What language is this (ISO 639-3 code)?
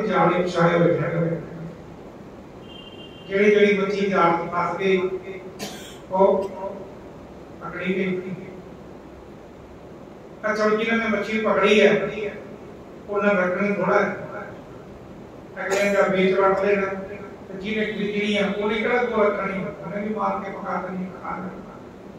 pan